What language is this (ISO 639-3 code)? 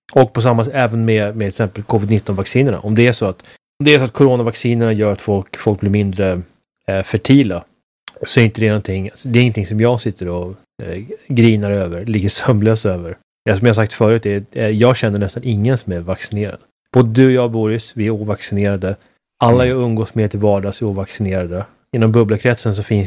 swe